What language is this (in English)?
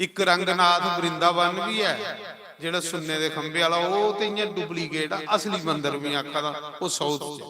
Dogri